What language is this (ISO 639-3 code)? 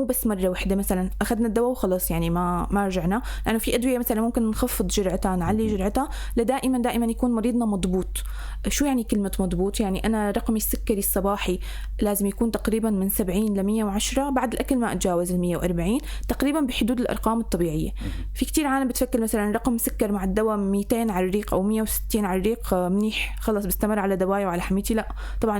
apc